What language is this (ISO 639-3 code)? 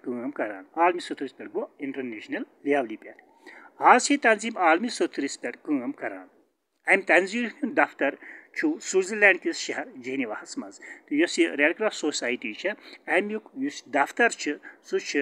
kas